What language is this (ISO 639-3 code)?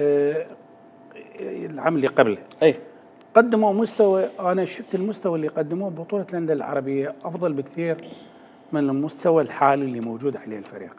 acm